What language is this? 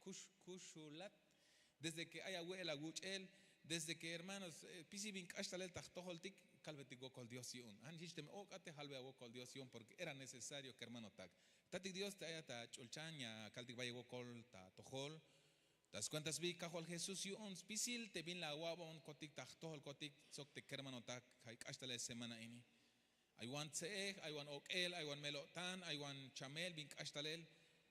Tzeltal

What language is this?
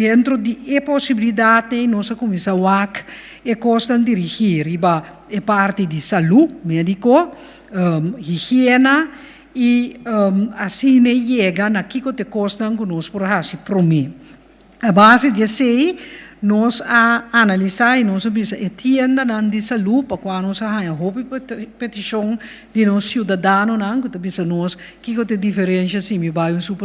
Papiamento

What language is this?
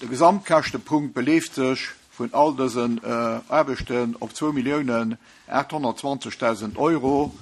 Luxembourgish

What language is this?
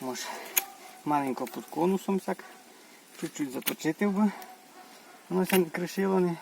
Rusyn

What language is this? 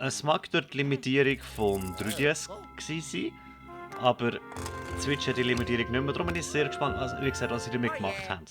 Swiss German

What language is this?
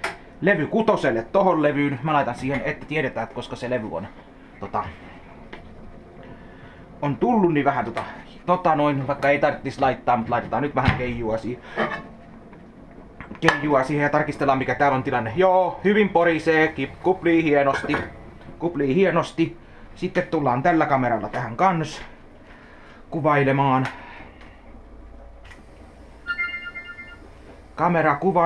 Finnish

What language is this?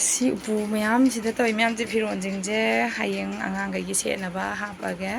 Manipuri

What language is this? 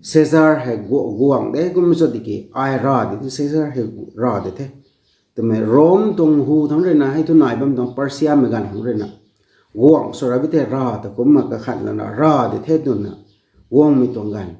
Rongmei Naga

